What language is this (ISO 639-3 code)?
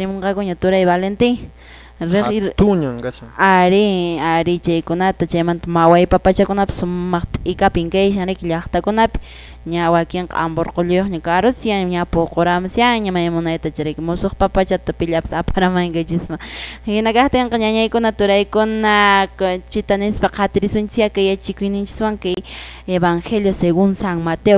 que